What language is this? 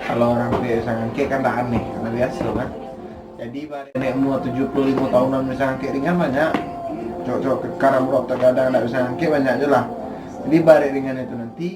Minangkabau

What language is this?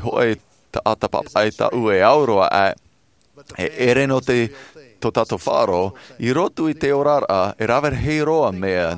Tahitian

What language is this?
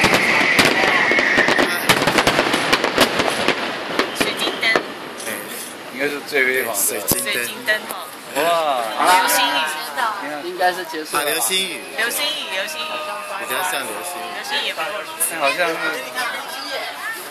Chinese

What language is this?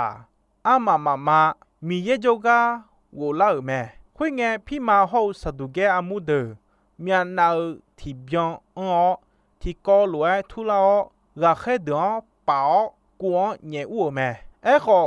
Akha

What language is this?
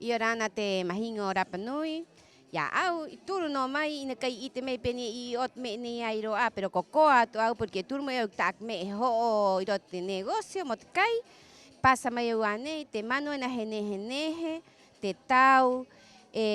Rapanui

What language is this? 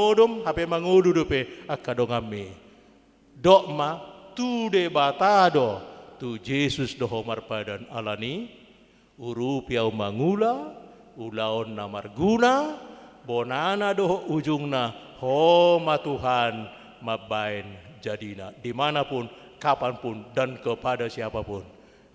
Batak Toba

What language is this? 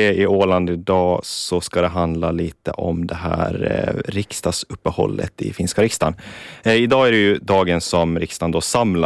Swedish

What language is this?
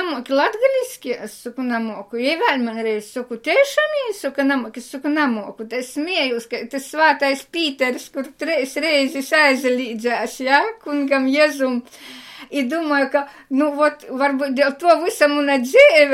Latvian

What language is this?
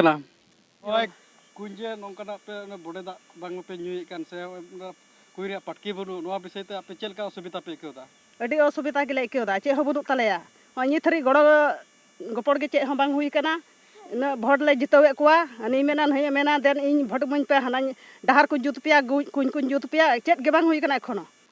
Santali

